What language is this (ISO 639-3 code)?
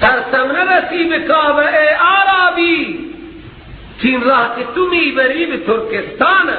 fas